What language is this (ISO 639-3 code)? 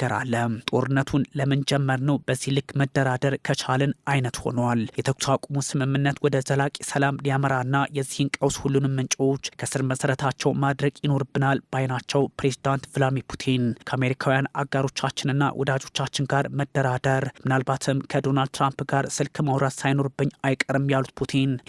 amh